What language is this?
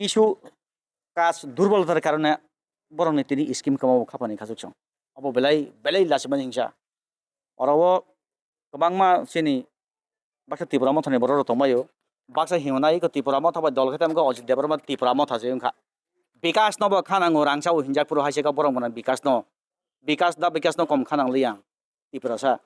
Kok Borok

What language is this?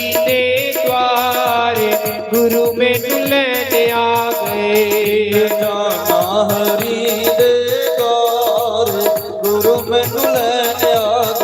Dogri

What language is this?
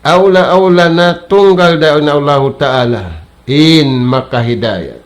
Tausug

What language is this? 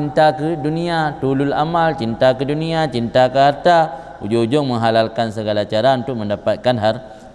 Achinese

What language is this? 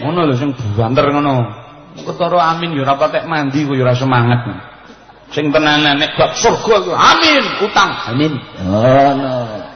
Javanese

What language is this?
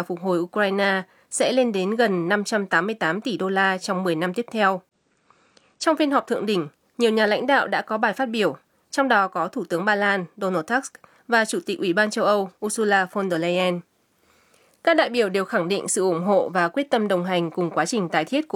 Vietnamese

